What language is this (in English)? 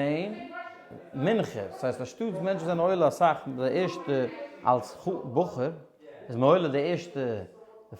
Yiddish